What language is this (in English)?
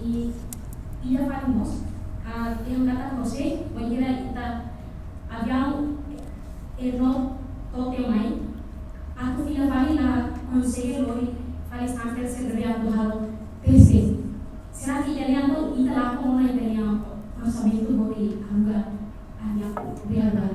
Tetum